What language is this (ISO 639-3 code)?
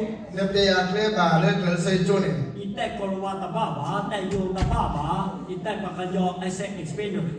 ksw